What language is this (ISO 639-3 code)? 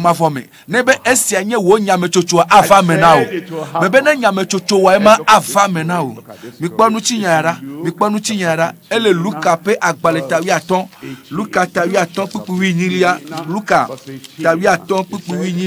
ewe